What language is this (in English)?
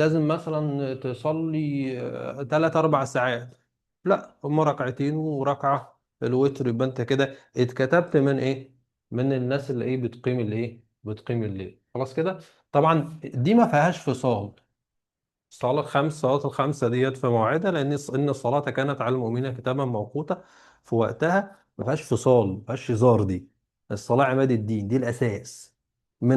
Egyptian Arabic